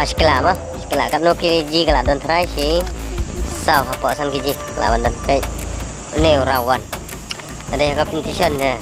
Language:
Khasi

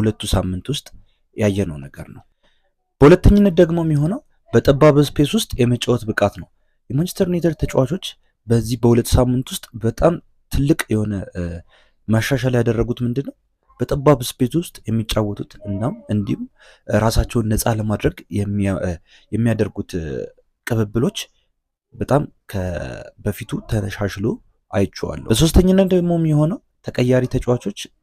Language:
Amharic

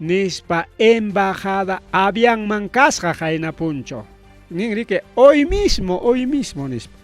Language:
Ayacucho Quechua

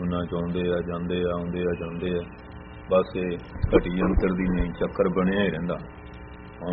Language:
Punjabi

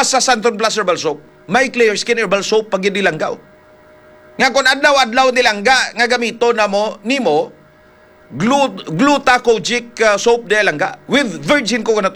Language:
Hiligaynon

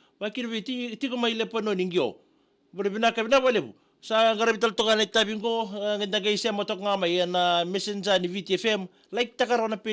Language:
Fijian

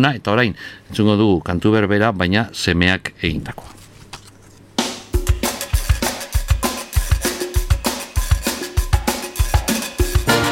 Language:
Basque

